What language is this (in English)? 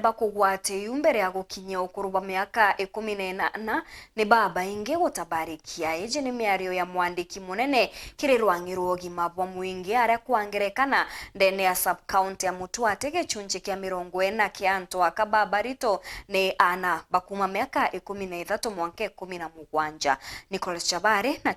Meru